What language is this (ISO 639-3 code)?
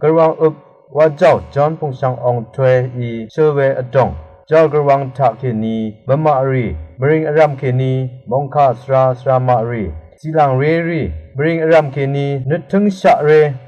raw